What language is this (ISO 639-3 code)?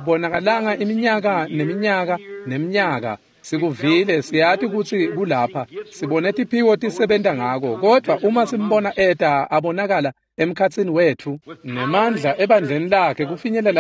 ssw